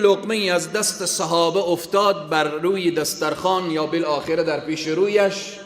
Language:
Persian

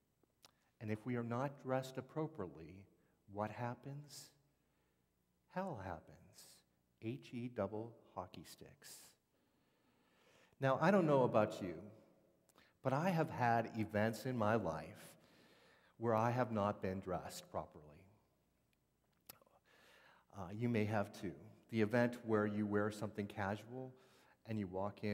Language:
English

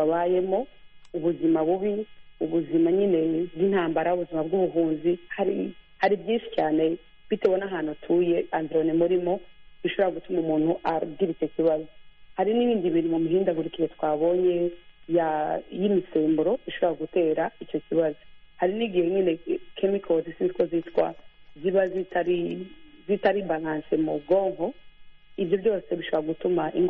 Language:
Kinyarwanda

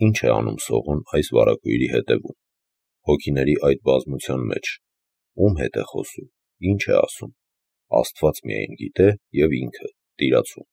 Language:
Armenian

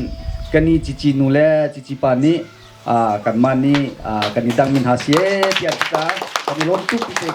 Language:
Hakha Chin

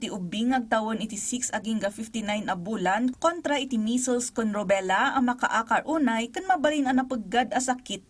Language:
Iloko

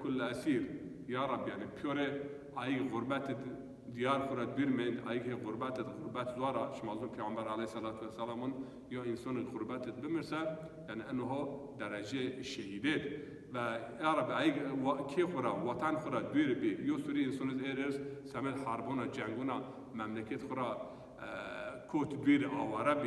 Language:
Zaza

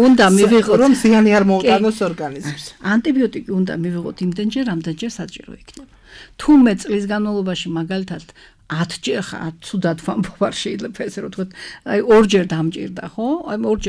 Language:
Georgian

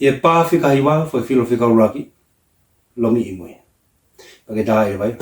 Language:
Tongan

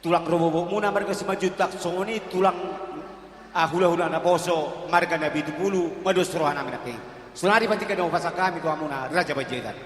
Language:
Batak Toba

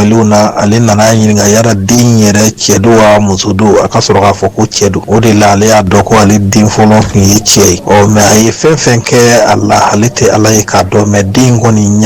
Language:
Bambara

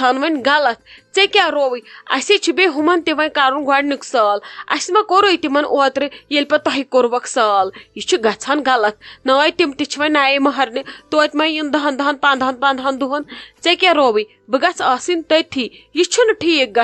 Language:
Kashmiri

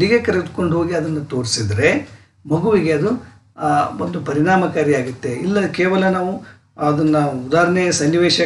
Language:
Kannada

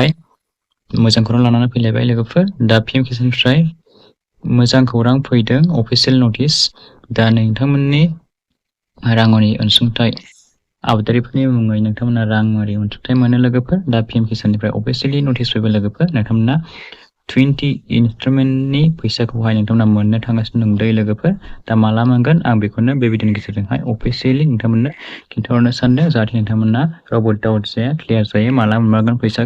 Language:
Bodo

